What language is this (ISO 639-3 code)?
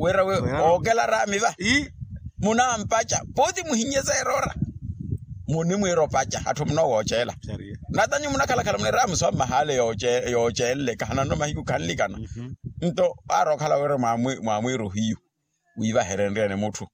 vmw